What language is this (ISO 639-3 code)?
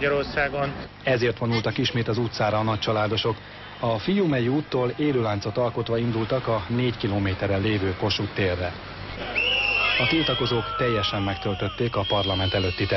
hun